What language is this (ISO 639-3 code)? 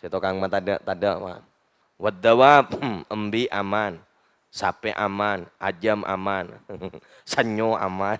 mad